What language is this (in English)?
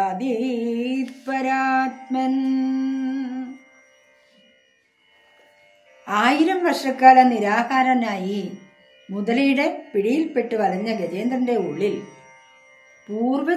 Malayalam